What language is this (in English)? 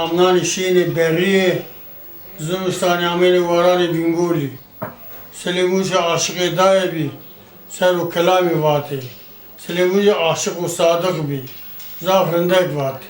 Zaza